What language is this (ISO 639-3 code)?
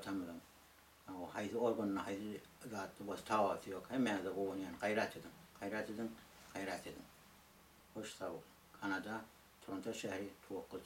tuk